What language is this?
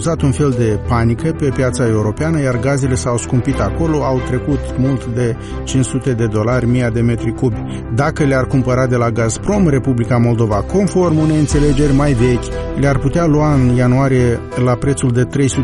Romanian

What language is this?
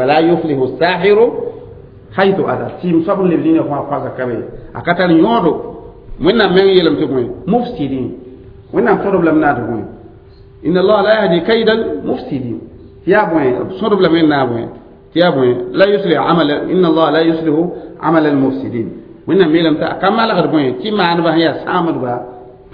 Mossi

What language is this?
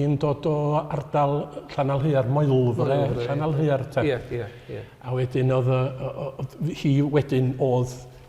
Welsh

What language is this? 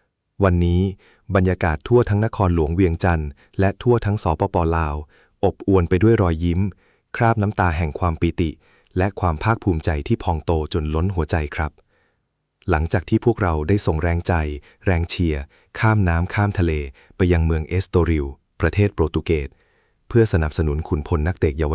Lao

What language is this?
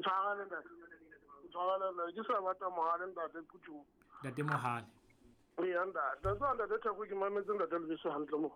Southern Sotho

